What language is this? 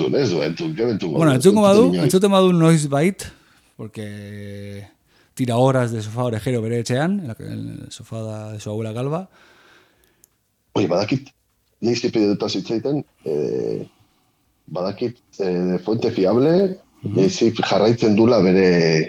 Basque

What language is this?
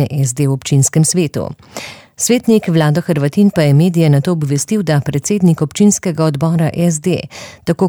Slovenian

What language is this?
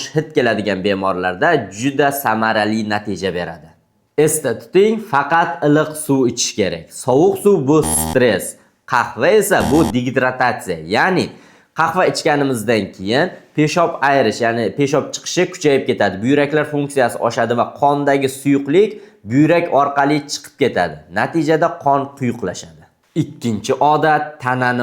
Uzbek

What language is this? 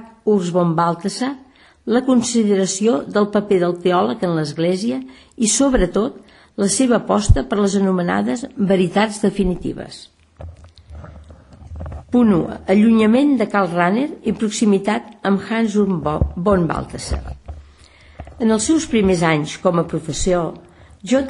Catalan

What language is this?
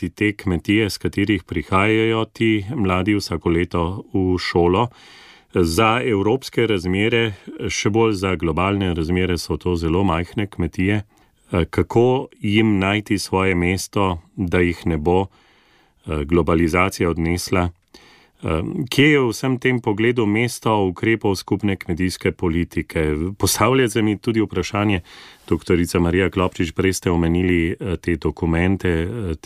Slovenian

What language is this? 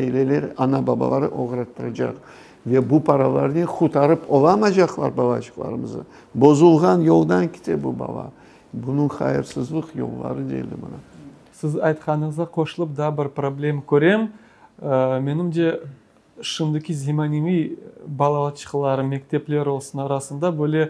Crimean Tatar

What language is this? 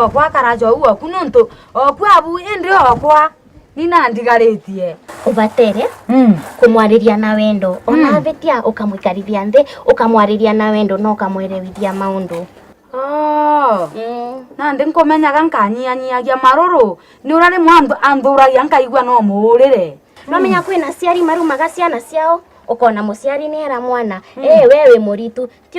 Meru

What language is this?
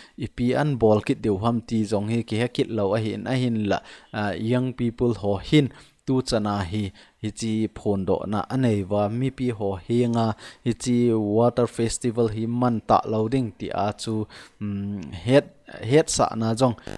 Thado Chin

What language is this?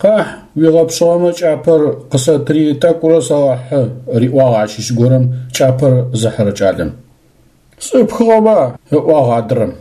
Adyghe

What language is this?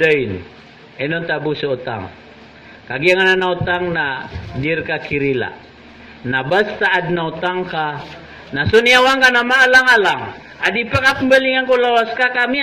Maranao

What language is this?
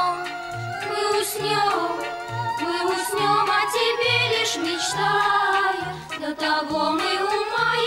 Russian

